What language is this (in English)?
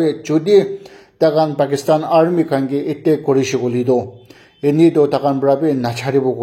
Naga Pidgin